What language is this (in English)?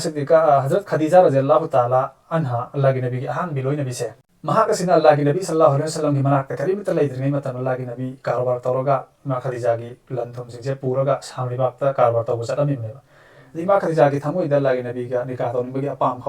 Manipuri